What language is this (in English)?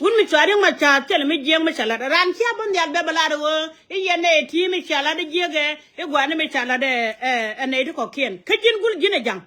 Nuer